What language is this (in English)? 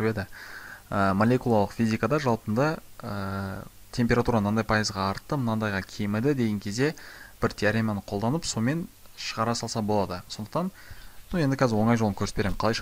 Kazakh